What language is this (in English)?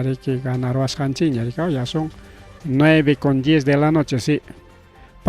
Ayacucho Quechua